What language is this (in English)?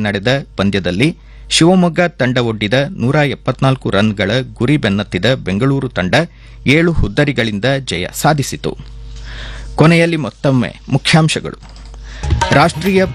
Kannada